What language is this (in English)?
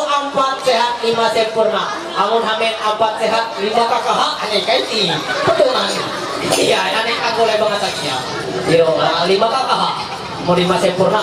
Ma'anyan